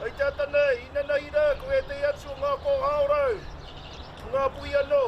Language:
Māori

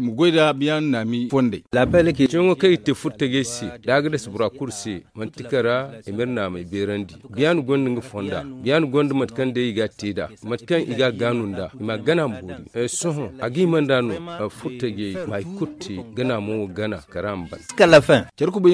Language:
Zarma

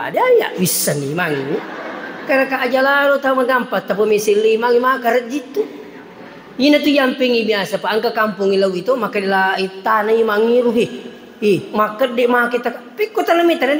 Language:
Buginese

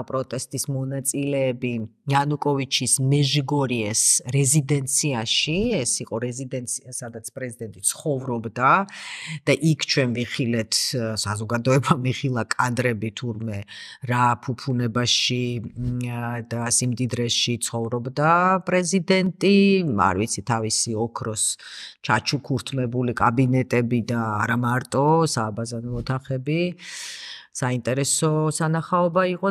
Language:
Georgian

